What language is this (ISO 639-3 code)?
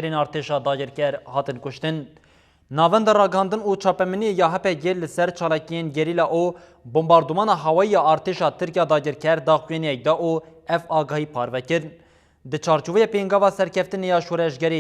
kur